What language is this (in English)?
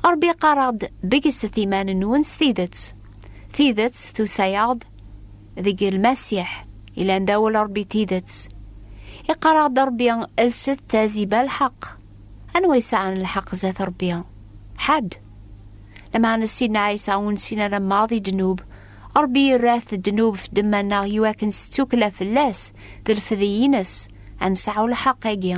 Kabyle